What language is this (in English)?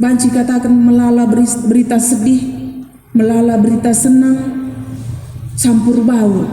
Batak Karo